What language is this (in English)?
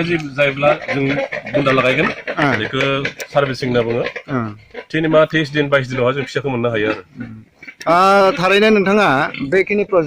Bodo